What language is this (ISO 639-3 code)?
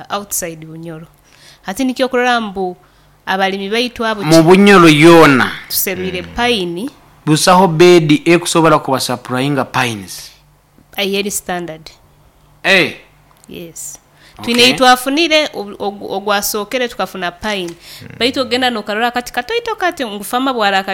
nyo